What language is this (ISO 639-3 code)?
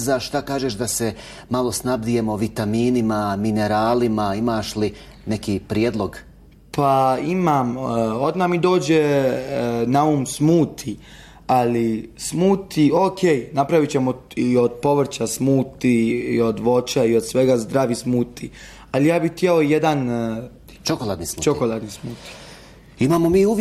bos